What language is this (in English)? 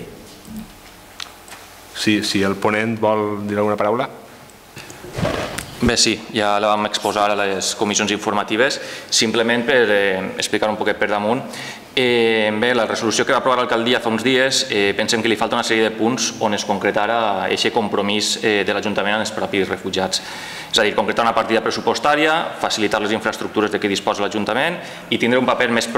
Catalan